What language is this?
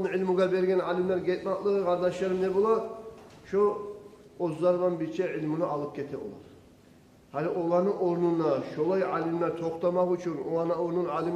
Kumyk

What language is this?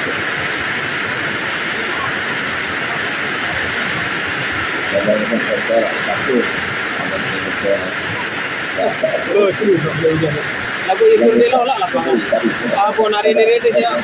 Indonesian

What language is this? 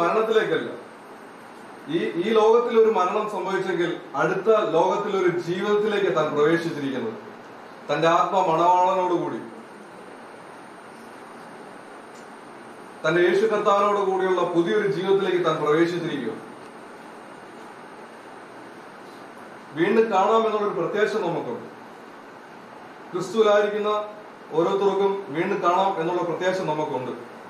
Malayalam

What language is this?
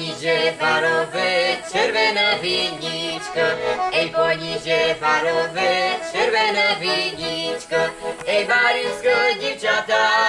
Rusyn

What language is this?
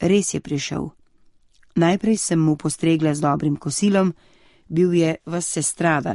Slovenian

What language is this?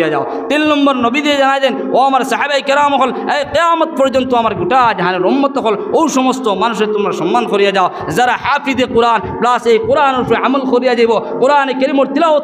Sylheti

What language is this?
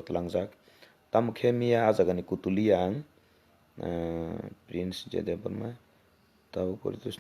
Kok Borok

